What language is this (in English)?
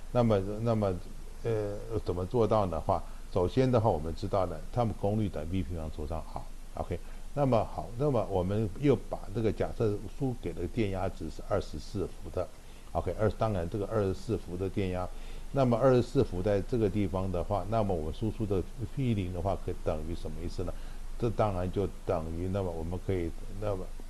Chinese